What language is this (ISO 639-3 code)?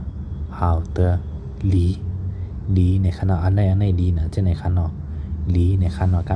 shn